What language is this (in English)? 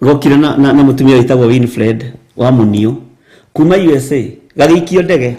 Kikuyu